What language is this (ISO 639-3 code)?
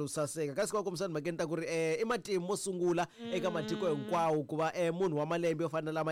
tso